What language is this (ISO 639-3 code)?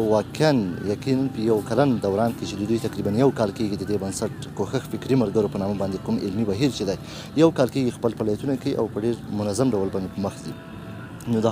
pus